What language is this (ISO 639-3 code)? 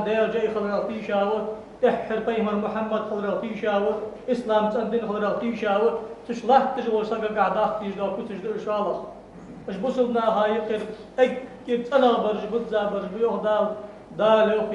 inh